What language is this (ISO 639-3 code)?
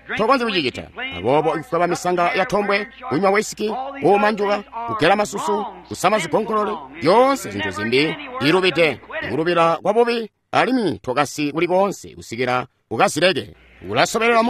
toi